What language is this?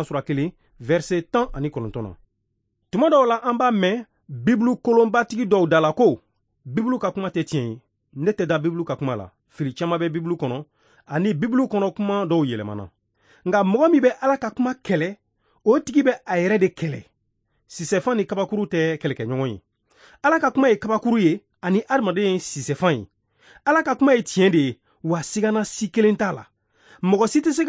Bambara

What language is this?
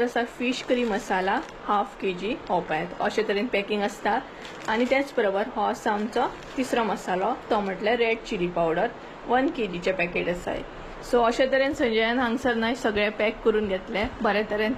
Konkani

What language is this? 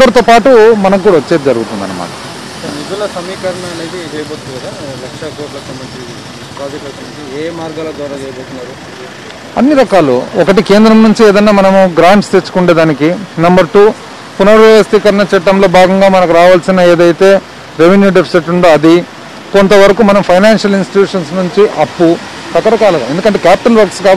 Telugu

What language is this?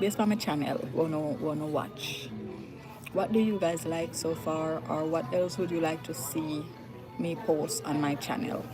Jamaican Creole English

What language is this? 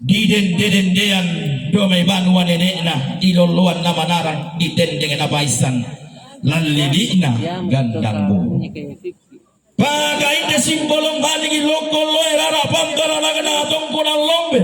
Toraja-Sa'dan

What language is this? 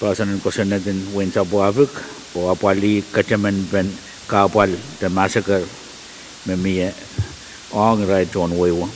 Pohnpeian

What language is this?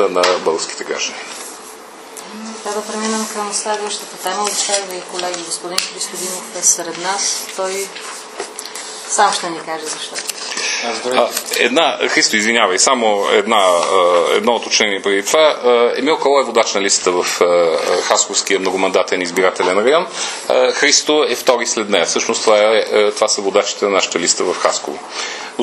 Bulgarian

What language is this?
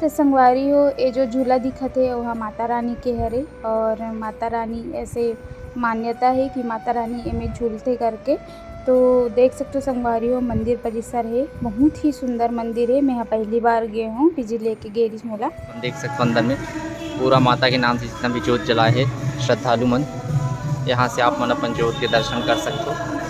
Chhattisgarhi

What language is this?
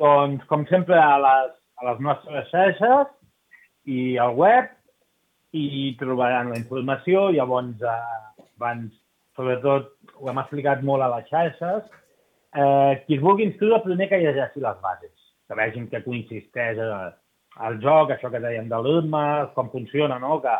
Catalan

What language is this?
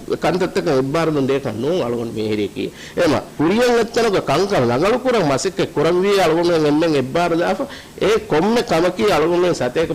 Divehi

